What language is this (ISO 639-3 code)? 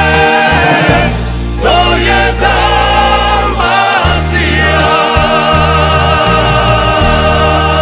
hrv